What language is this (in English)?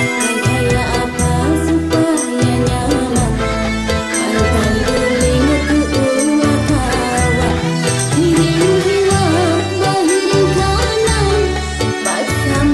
Banjar